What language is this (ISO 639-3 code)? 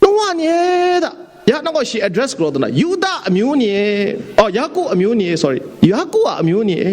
kac